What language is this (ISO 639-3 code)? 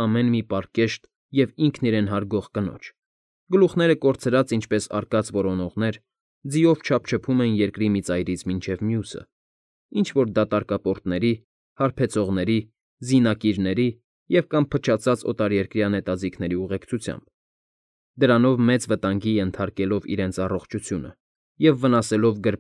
hye